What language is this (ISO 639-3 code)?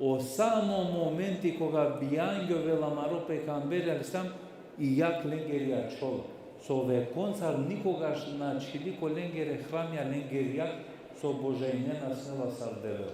rmn